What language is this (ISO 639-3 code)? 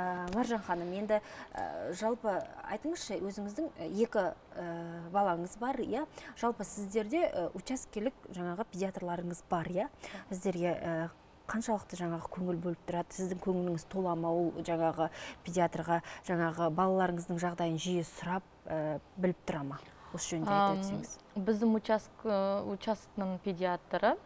kaz